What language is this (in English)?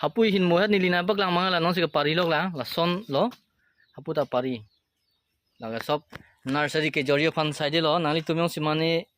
Karbi